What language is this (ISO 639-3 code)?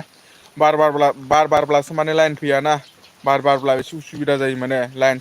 brx